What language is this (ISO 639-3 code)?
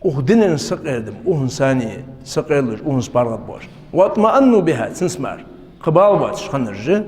inh